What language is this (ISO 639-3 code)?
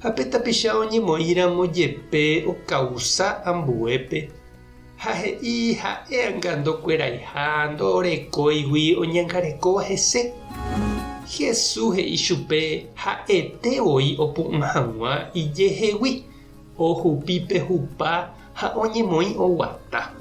grn